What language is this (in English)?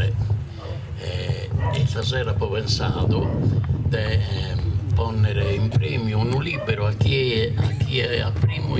Sardinian